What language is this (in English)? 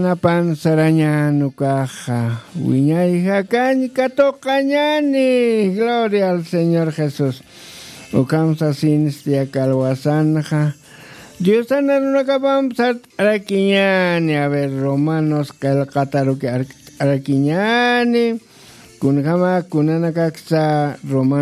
Aymara